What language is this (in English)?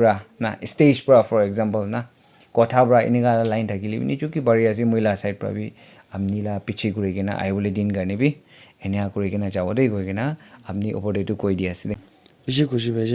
Naga Pidgin